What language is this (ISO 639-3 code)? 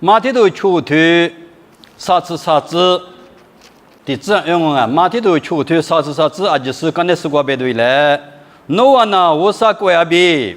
lis